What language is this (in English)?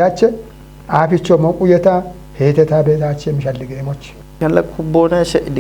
Kafa